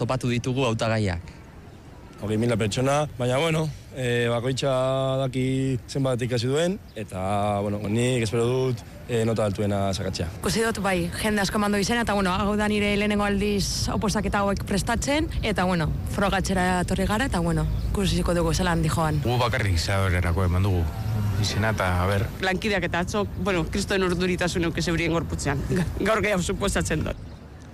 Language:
Basque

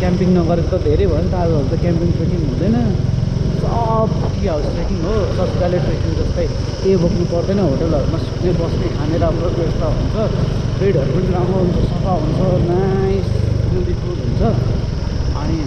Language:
Nepali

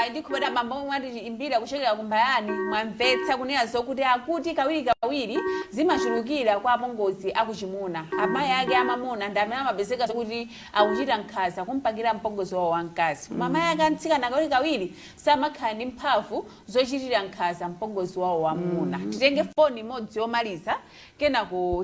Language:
Nyanja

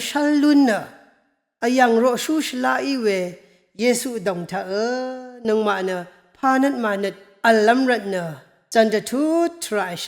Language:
Rawang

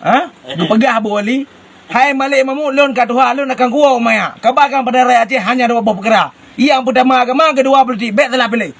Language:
Achinese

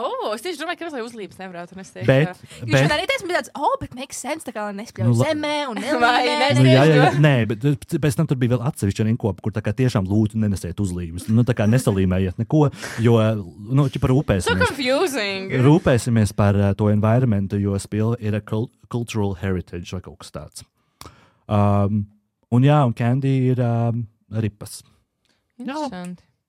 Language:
Latvian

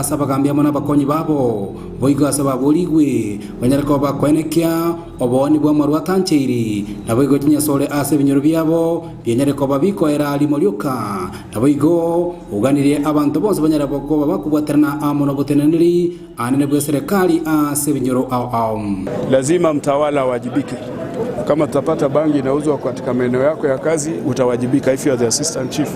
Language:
Gusii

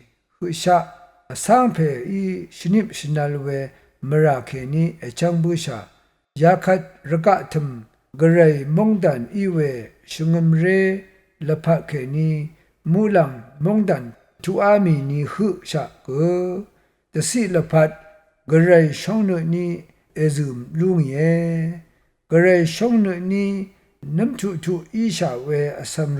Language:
Rawang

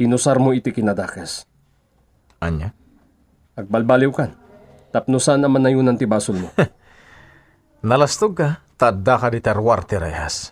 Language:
Iloko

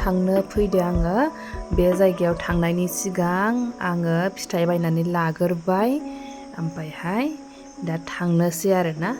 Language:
Bodo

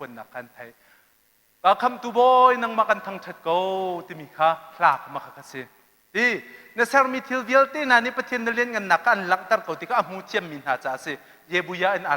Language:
Hakha Chin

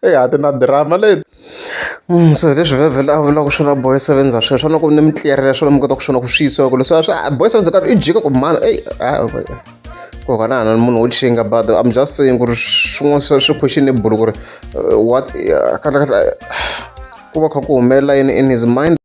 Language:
Tsonga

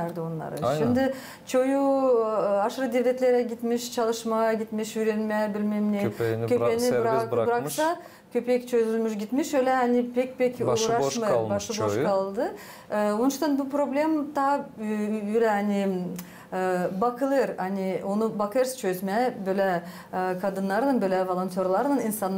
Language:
Gagauz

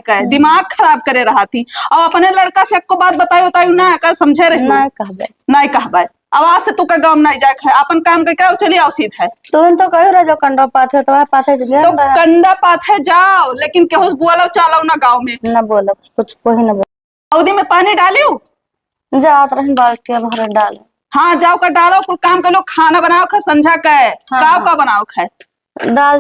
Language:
Awadhi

